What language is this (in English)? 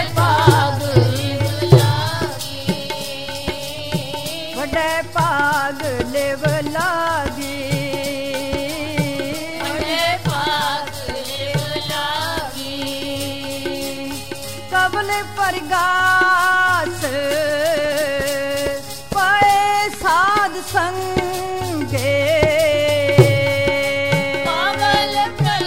Punjabi